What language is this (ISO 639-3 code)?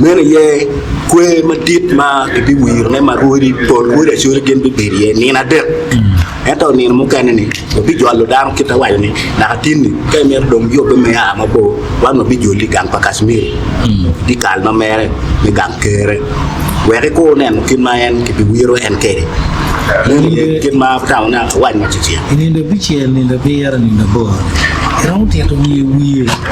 ach